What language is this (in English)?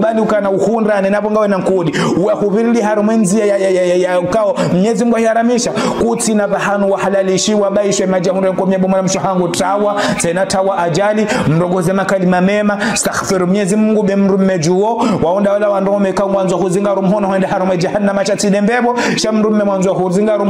Ngazidja Comorian